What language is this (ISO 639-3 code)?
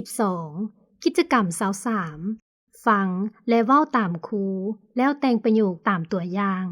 lao